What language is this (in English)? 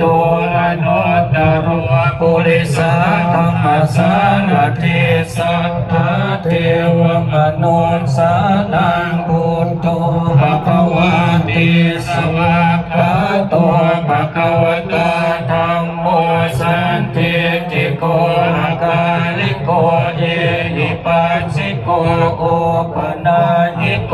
Pali